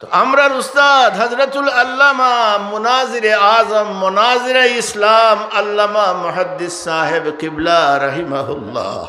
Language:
Sylheti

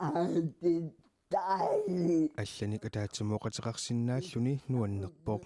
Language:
Kalaallisut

